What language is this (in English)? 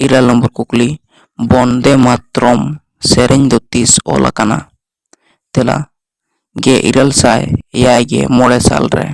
Santali